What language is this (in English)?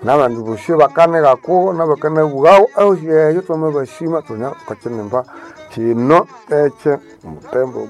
Nande